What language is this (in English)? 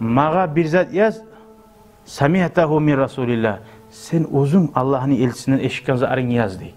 Kumyk